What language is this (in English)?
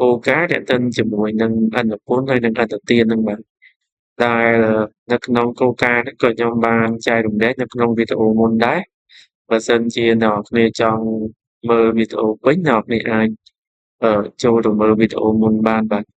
Khmer